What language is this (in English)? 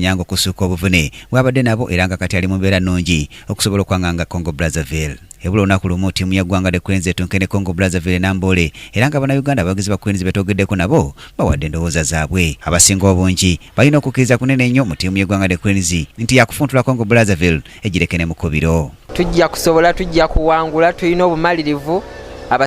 Ganda